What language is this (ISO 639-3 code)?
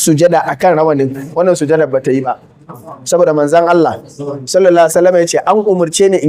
hau